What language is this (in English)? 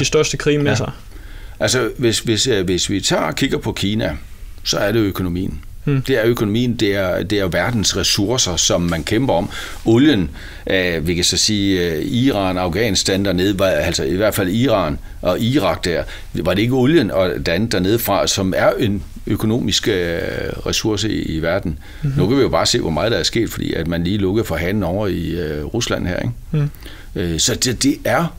Danish